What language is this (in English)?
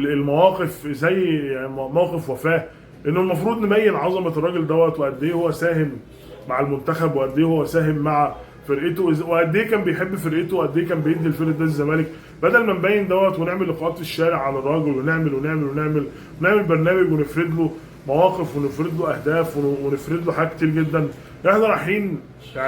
Egyptian Arabic